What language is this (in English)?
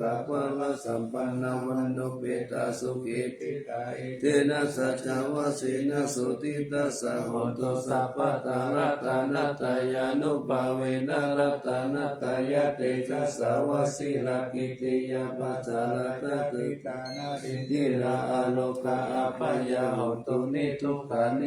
Pali